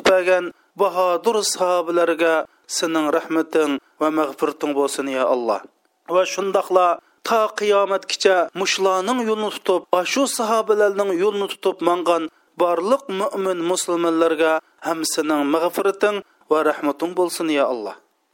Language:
Uyghur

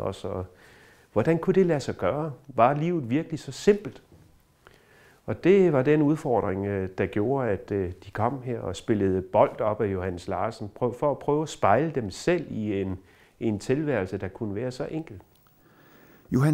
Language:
Danish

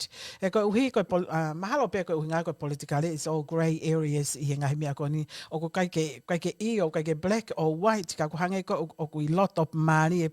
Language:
Tongan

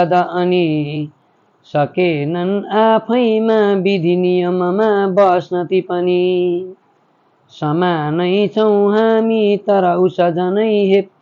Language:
Nepali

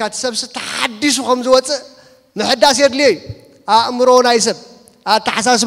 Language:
Tigrinya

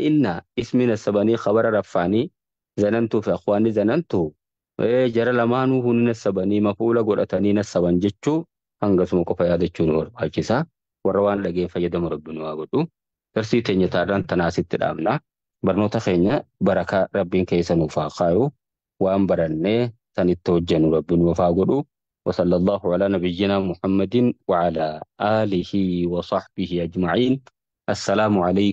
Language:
Oromo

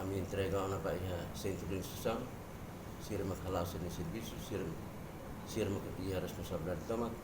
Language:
Tetum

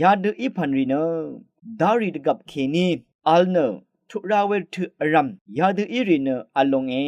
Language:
Rawang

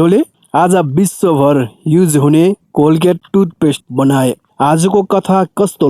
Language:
Nepali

